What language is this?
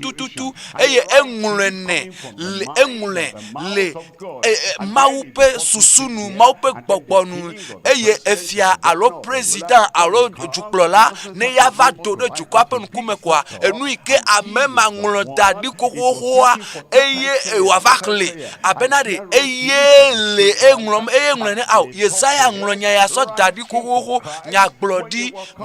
Ewe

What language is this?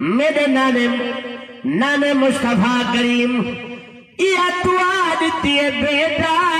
Saraiki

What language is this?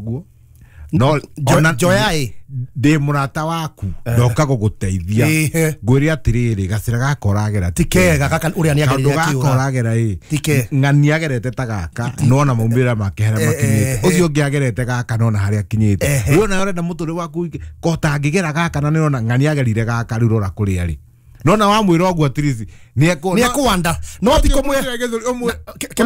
Kikuyu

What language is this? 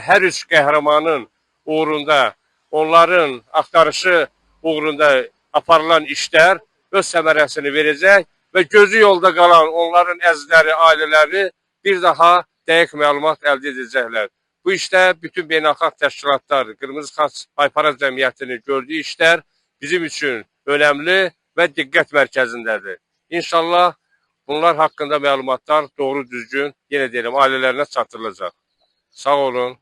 Azerbaijani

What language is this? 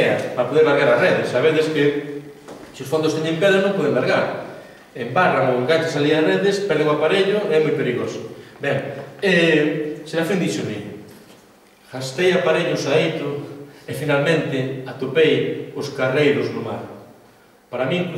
Galician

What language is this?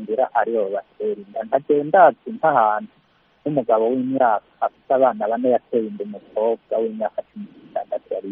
Kinyarwanda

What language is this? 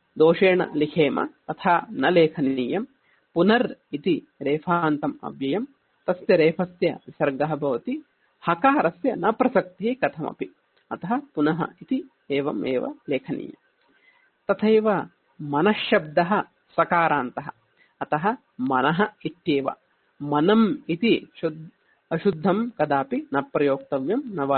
Sanskrit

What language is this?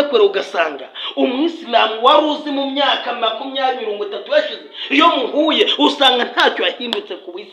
Kinyarwanda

